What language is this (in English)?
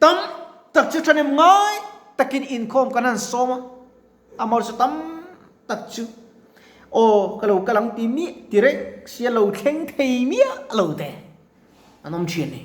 Mizo